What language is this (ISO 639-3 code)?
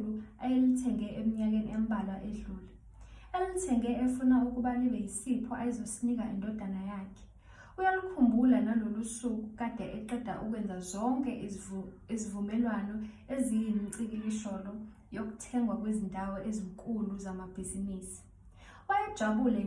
zul